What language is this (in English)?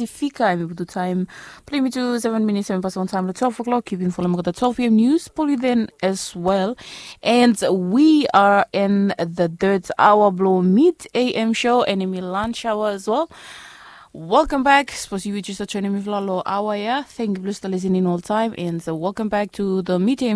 Bislama